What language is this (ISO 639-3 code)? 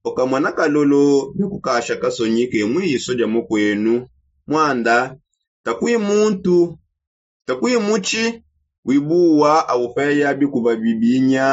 sop